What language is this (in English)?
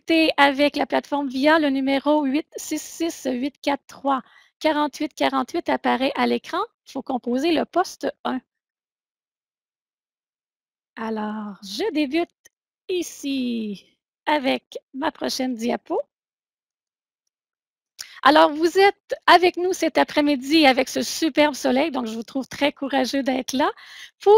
French